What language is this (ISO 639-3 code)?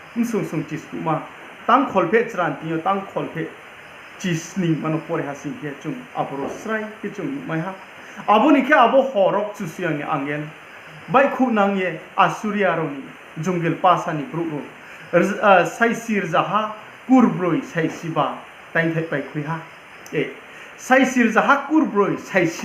ria